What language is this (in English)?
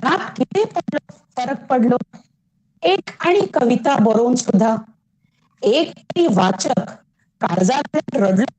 Konkani